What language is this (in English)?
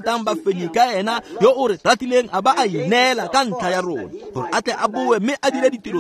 Tswana